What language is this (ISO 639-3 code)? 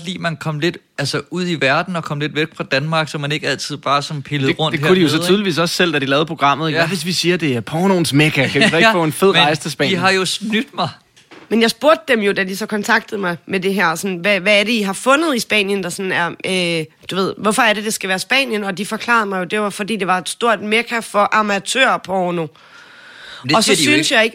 dan